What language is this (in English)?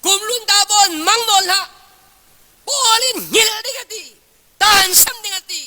Falam Chin